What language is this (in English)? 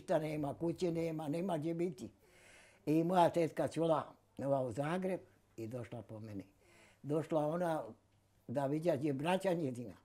Bosnian